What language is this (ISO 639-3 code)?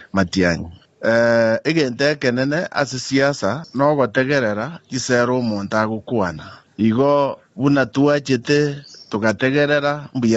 guz